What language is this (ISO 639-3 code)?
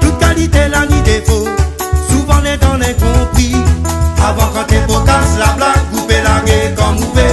rcf